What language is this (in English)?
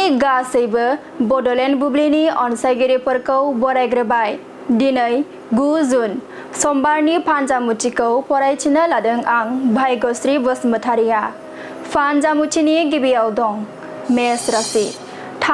Bodo